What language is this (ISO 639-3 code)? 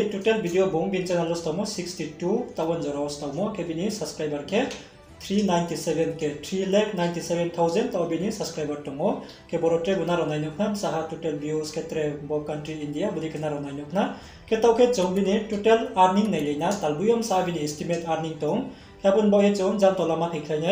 ria